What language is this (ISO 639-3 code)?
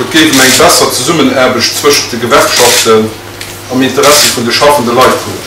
ltz